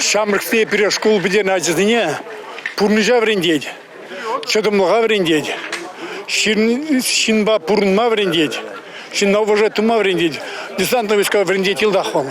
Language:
Chuvash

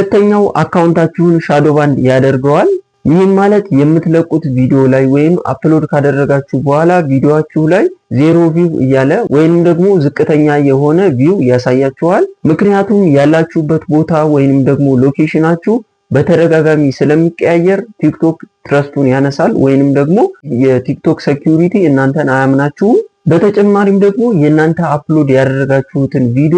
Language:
Amharic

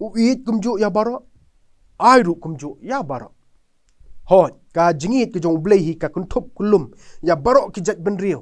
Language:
Khasi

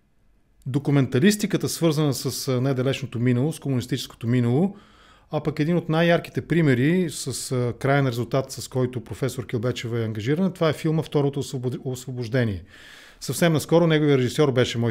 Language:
Bulgarian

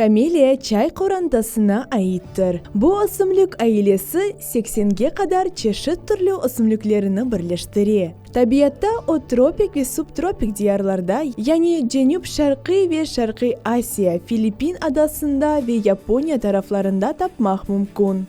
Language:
Crimean Tatar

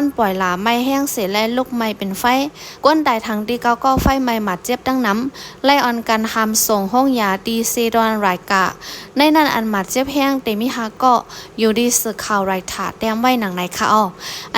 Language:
Shan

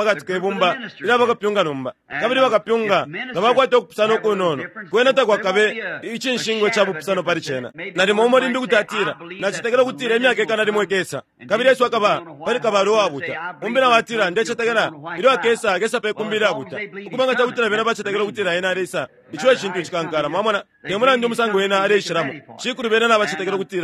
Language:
Bemba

